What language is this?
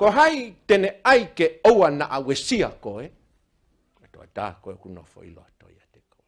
Tongan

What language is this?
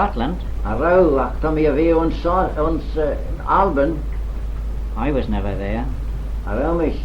Manx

